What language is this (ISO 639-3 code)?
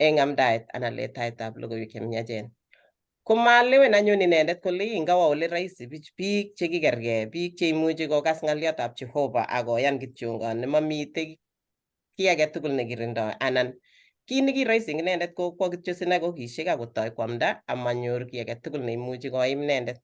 kln